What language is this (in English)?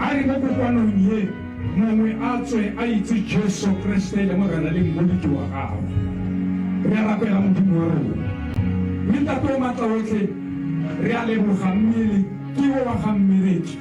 Tswana